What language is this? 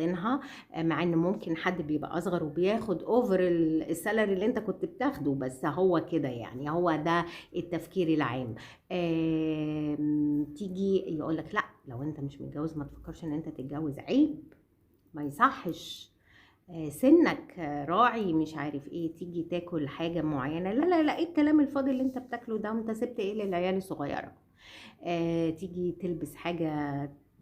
Egyptian Arabic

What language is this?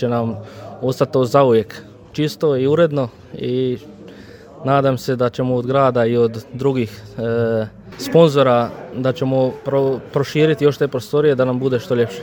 Serbian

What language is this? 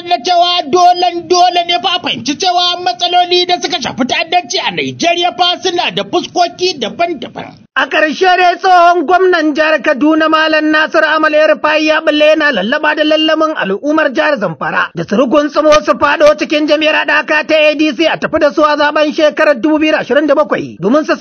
Hausa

